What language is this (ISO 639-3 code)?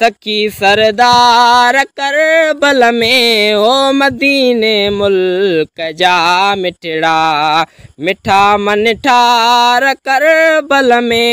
snd